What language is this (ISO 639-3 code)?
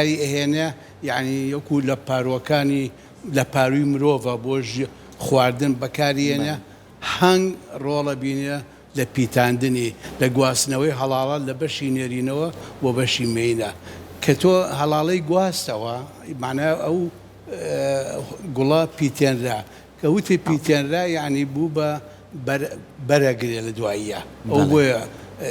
ckb